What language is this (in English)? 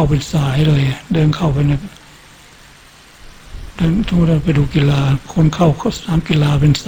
Thai